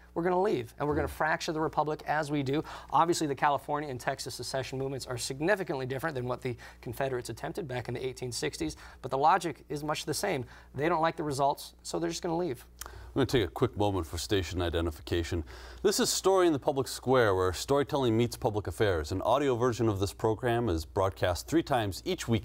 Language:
English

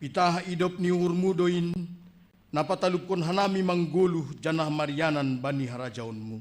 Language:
Batak Simalungun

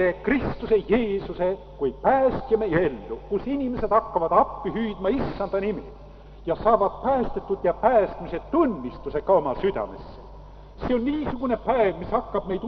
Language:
Estonian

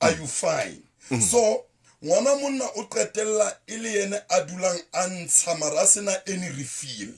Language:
Southern Sotho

